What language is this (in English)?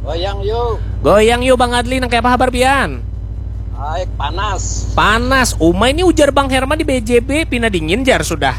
Banjar